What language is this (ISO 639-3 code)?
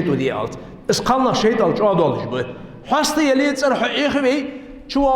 inh